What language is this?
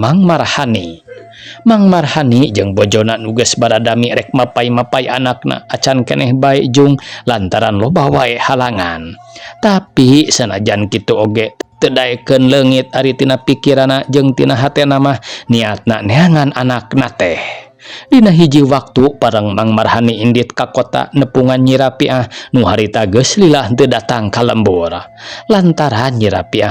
Sundanese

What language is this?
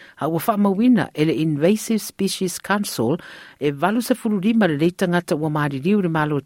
Samoan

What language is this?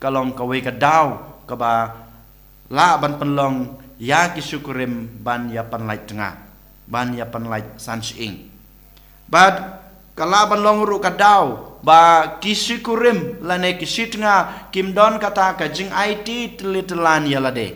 Khasi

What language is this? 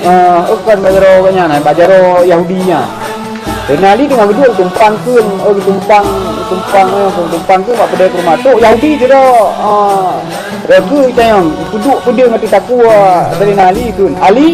Achinese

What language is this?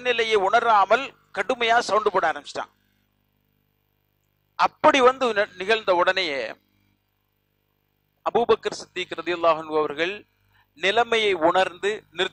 Tamil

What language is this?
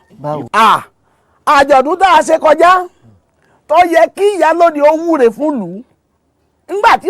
Yoruba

